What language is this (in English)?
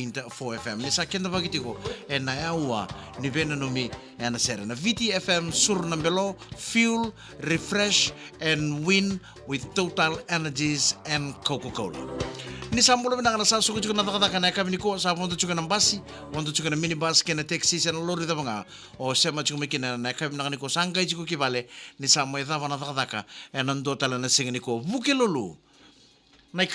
Fijian